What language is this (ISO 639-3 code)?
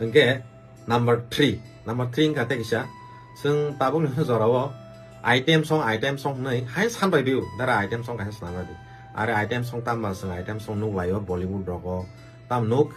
trp